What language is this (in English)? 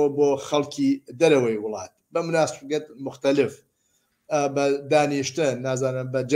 Central Kurdish